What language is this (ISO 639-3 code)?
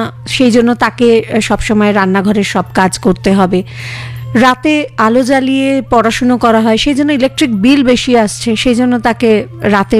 ben